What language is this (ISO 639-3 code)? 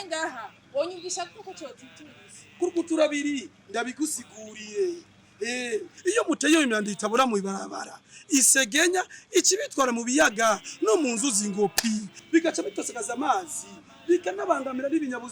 run